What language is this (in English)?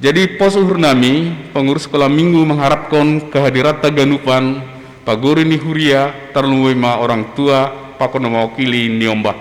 Batak Simalungun